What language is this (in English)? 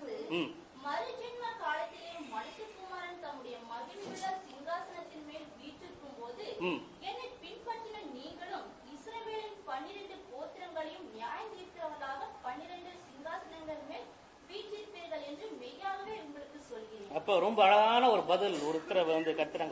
Tamil